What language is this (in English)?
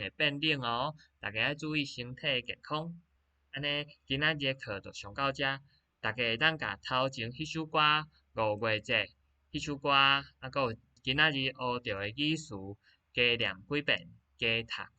Min Nan Chinese